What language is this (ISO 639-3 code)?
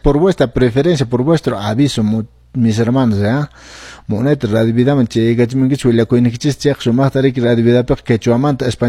que